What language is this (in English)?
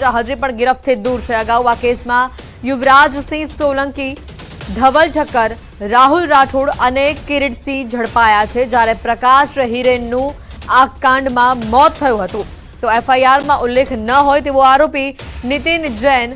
Gujarati